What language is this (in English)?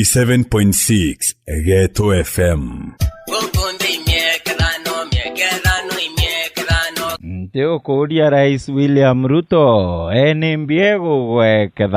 Meru